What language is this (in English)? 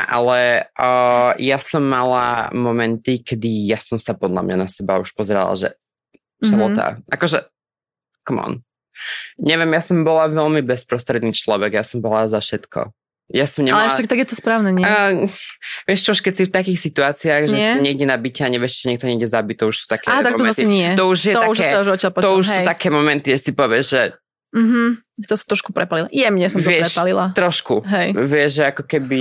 Slovak